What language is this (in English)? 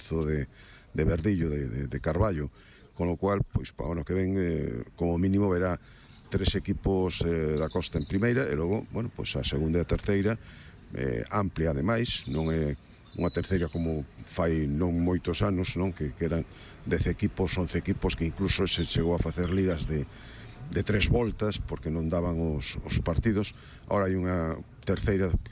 Galician